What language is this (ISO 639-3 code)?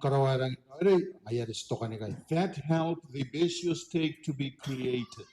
gil